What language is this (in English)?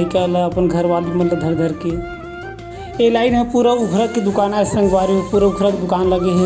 Chhattisgarhi